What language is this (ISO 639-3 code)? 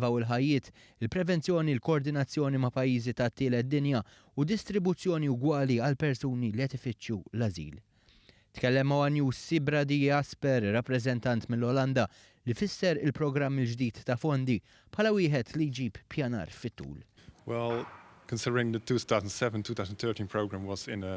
mlt